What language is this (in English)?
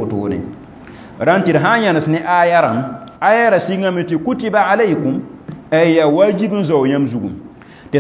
Mossi